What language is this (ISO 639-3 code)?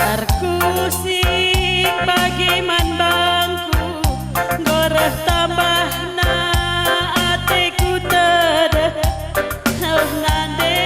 btx